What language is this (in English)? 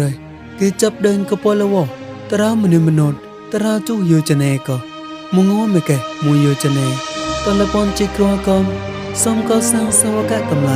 Mon